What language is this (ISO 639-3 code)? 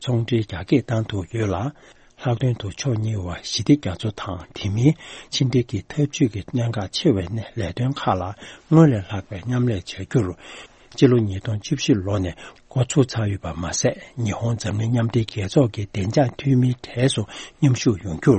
bod